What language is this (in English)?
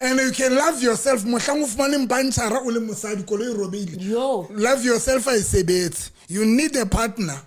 Southern Sotho